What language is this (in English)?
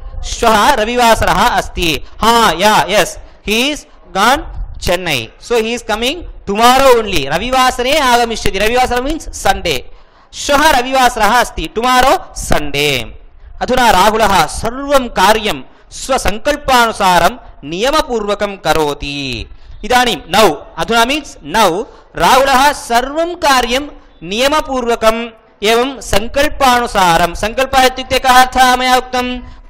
Sanskrit